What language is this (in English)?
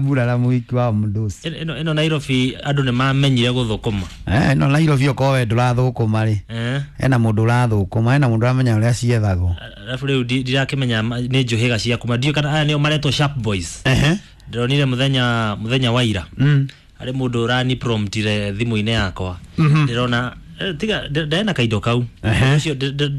Kikuyu